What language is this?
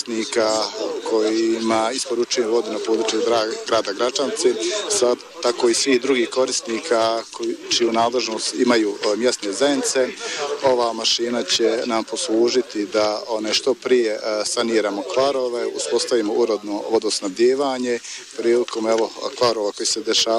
Bosnian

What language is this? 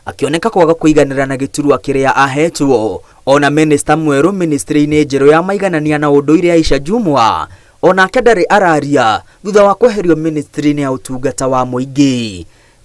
Kikuyu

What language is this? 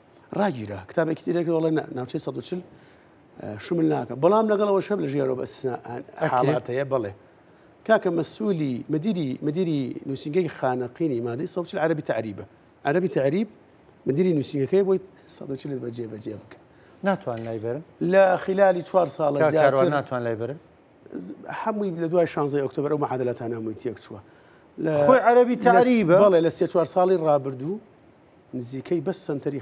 Central Kurdish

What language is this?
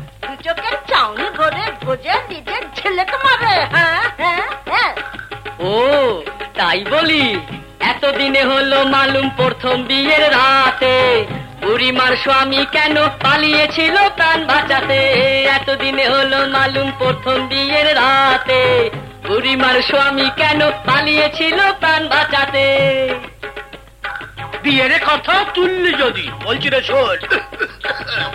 Bangla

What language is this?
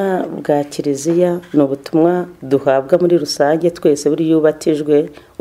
Kinyarwanda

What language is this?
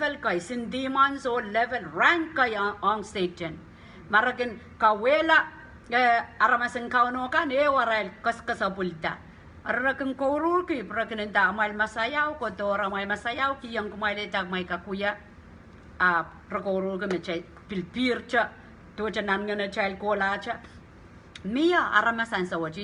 Pohnpeian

